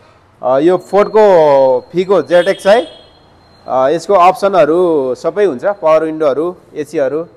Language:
Nepali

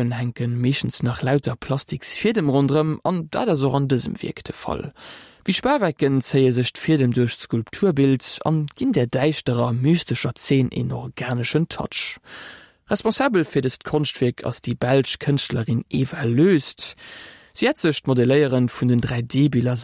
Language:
Luxembourgish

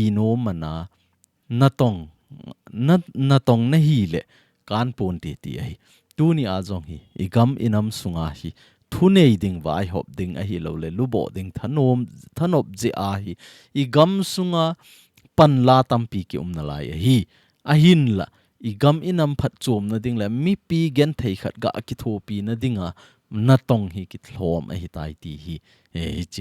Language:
Thado Chin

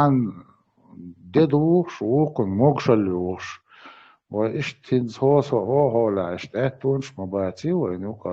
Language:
Chechen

